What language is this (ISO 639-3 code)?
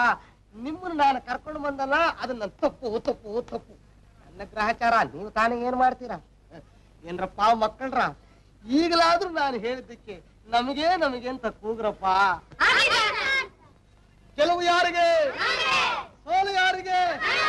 kan